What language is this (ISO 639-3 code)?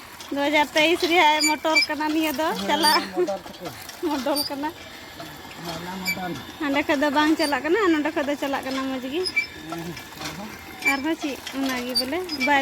sat